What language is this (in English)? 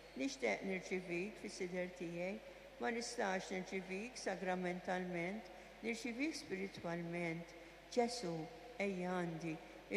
Maltese